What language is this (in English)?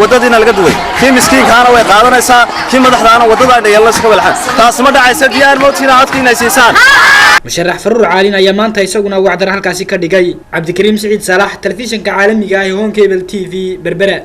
Somali